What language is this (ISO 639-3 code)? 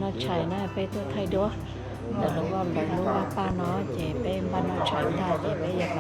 hmn